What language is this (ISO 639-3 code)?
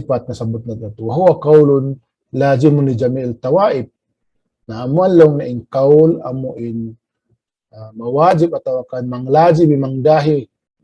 tsg